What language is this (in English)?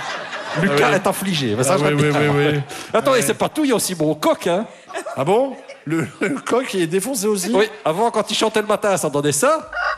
French